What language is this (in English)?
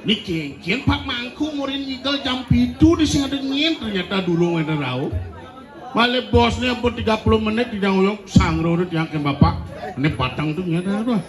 Balinese